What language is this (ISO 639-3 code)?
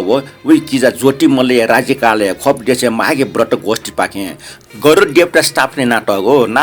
new